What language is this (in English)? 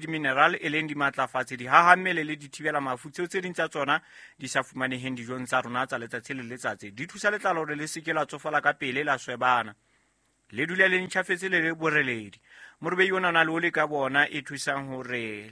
Southern Sotho